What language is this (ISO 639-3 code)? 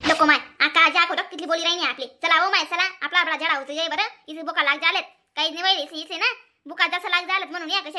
khn